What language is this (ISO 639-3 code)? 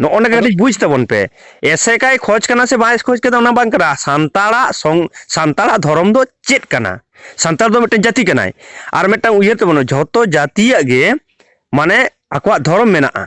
sat